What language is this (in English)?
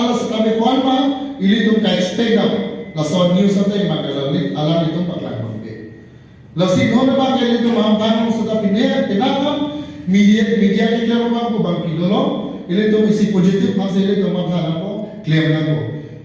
Karbi